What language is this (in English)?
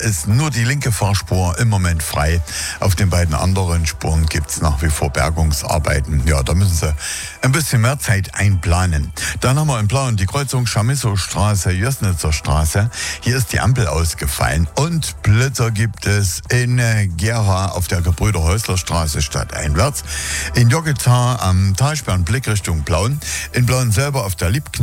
German